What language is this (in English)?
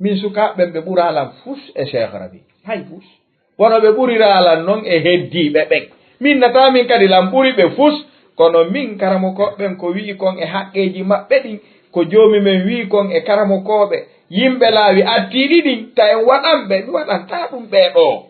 Fula